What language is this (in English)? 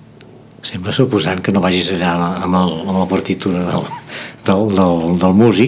Catalan